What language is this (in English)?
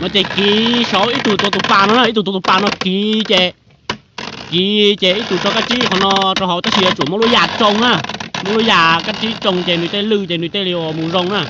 Hmong